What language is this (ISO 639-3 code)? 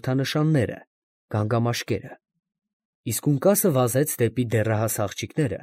hye